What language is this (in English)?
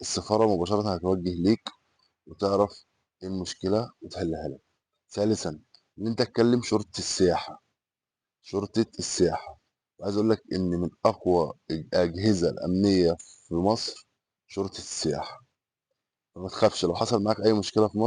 Egyptian Arabic